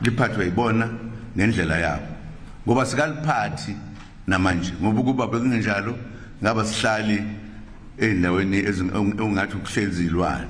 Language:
Zulu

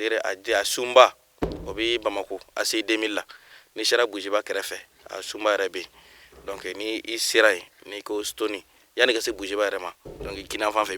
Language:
Bambara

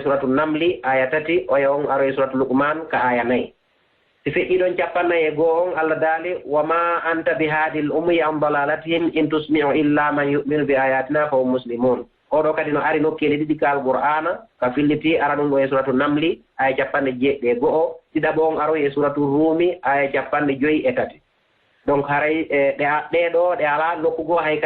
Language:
Fula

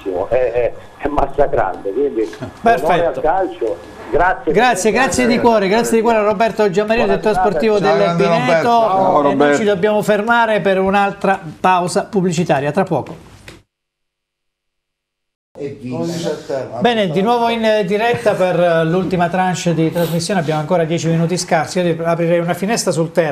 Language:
Italian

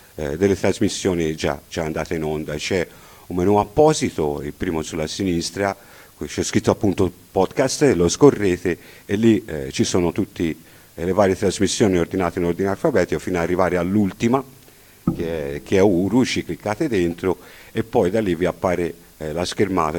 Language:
Italian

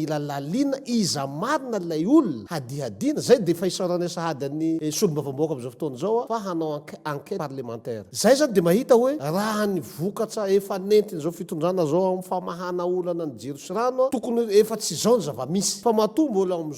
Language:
Malagasy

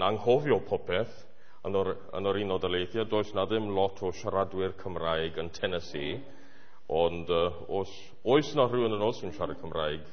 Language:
Welsh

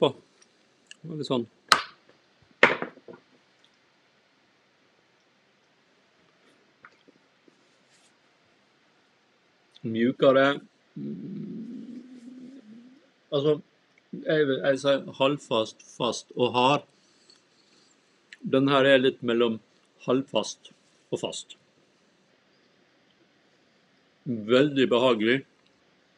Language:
Norwegian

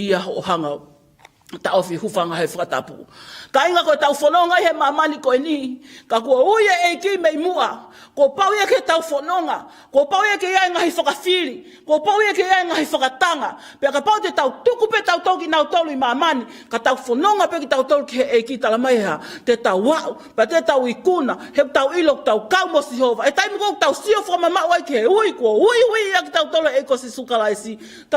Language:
Tongan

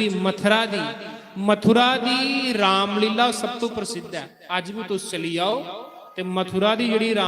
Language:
Dogri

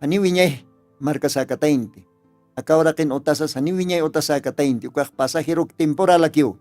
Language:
Aymara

